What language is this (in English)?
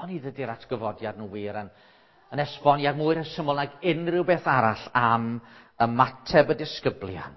Welsh